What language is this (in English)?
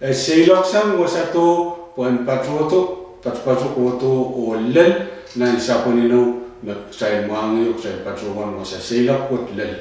Pohnpeian